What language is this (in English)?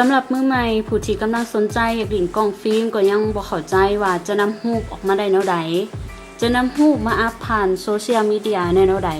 Lao